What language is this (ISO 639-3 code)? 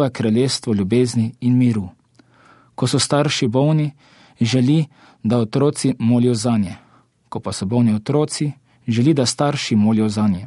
slv